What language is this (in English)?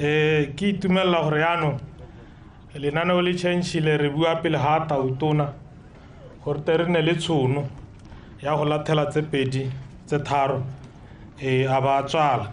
Tswana